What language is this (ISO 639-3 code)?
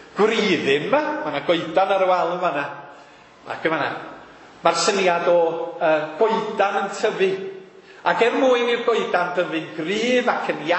cym